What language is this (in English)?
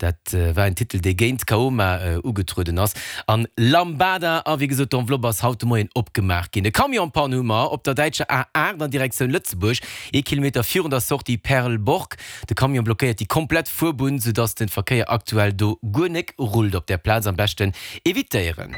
Luxembourgish